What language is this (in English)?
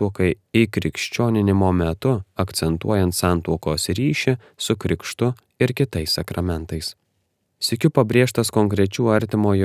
Lithuanian